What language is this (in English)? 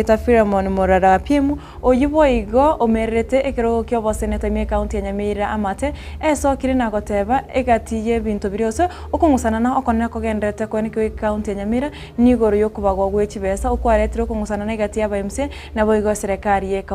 Gusii